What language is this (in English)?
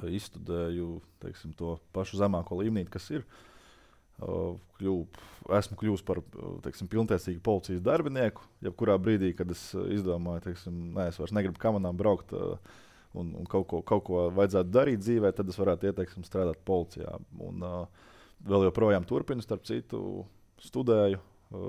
Latvian